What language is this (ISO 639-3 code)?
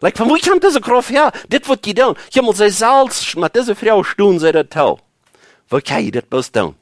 pdt